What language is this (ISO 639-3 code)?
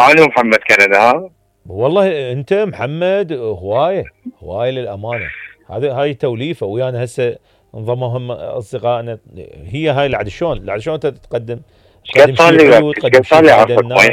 acm